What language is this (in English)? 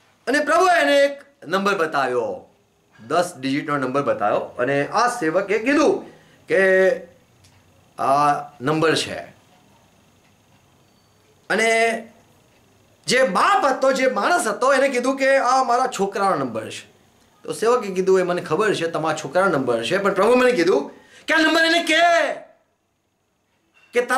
Gujarati